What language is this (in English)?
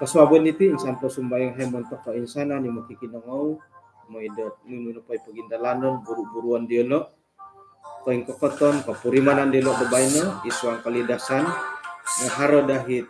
Central Dusun